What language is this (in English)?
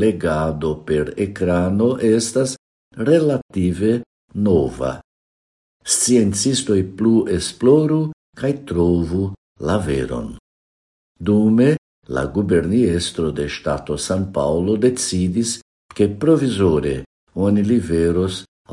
Esperanto